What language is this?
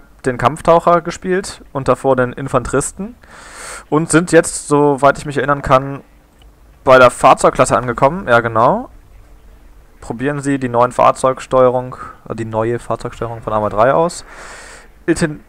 German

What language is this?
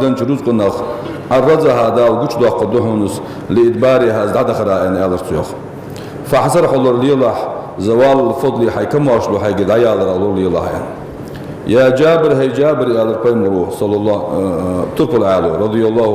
Ingush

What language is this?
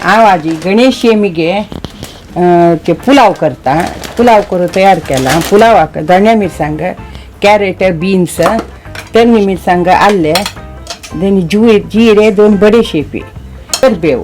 Konkani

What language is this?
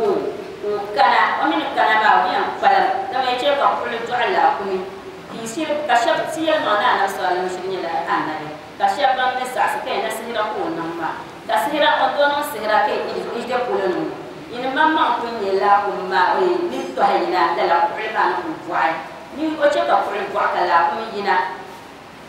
Dagbani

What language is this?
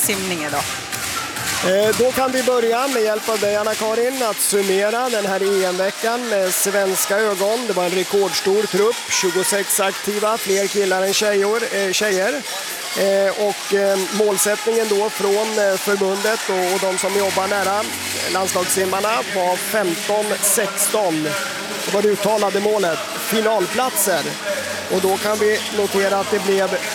Swedish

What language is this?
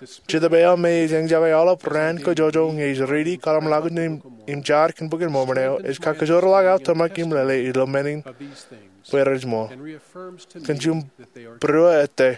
Marshallese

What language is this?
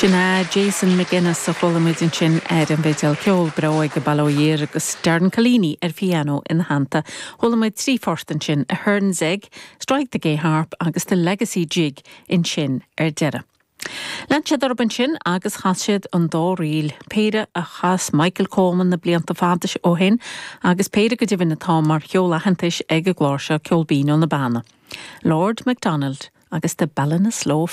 Irish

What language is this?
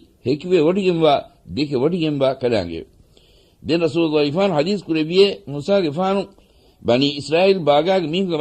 Divehi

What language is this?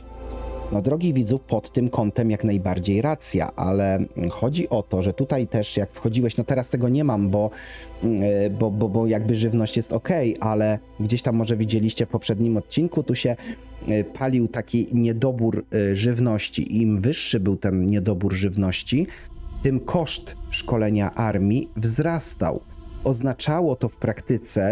Polish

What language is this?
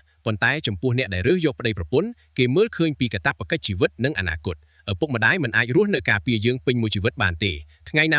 Khmer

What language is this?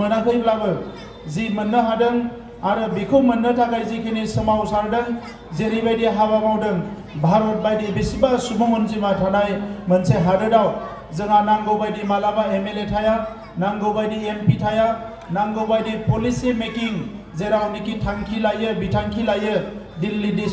Bodo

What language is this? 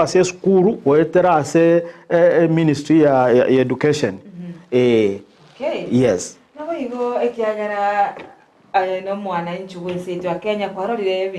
Gusii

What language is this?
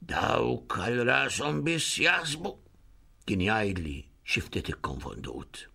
Maltese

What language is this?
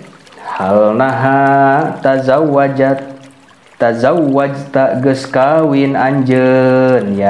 Sundanese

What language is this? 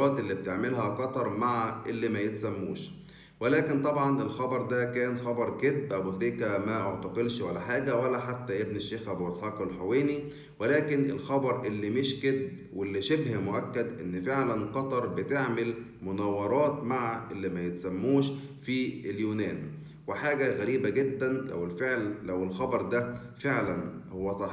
Egyptian Arabic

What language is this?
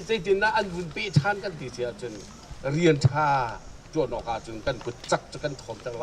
Hakha Chin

